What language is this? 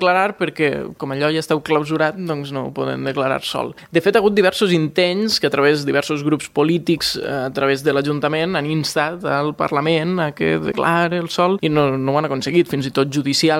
Catalan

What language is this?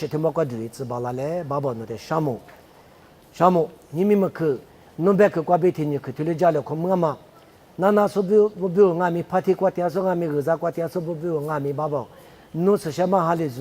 Lisu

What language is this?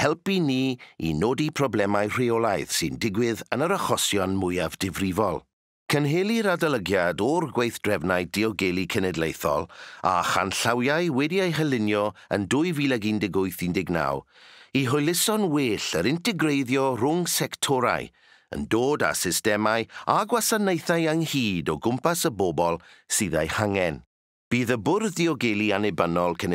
Welsh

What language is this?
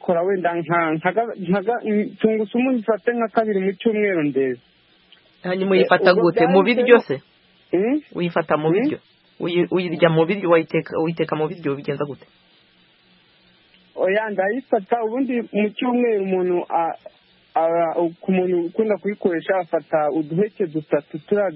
Kinyarwanda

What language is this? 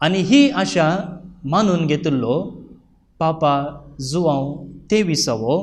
Konkani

